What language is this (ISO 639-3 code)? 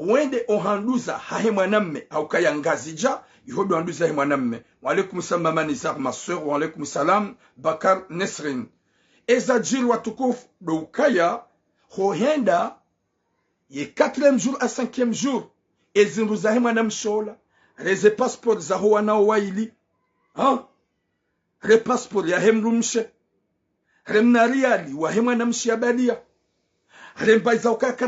zdj